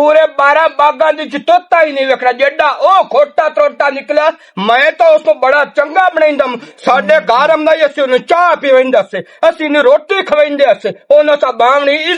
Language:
Western Panjabi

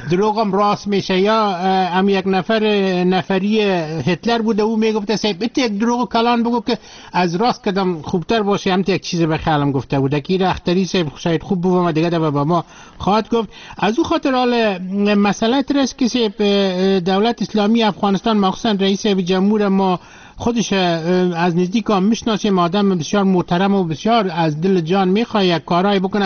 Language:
Persian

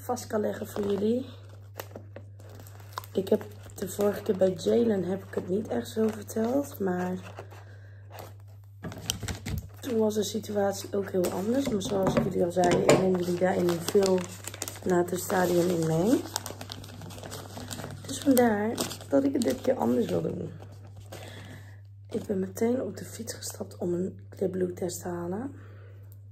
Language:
Dutch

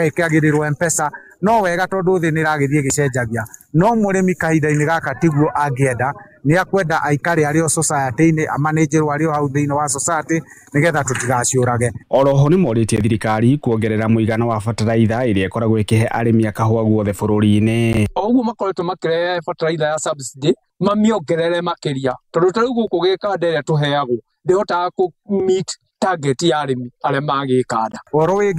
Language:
Kikuyu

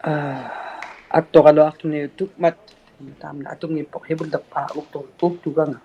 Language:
Inuktitut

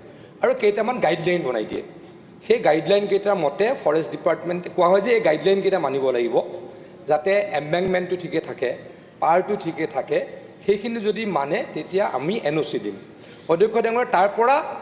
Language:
Assamese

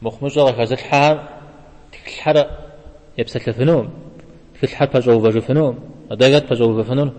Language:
Kabardian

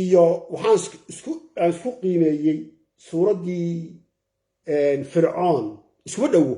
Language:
Somali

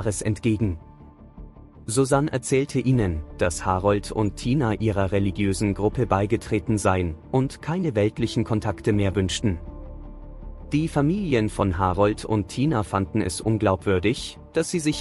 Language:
German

